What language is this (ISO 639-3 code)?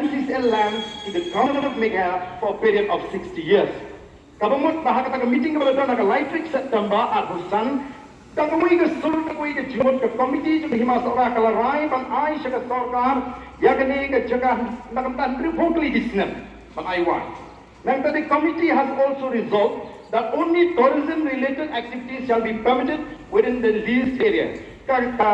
kha